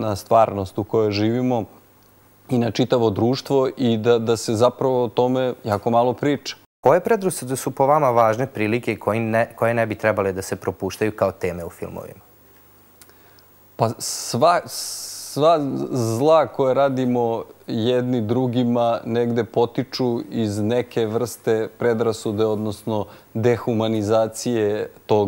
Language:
Serbian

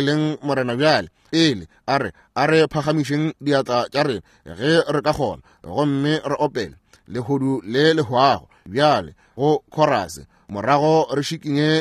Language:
Northern Sotho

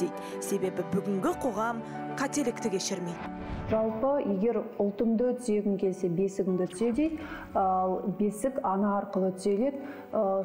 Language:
Kazakh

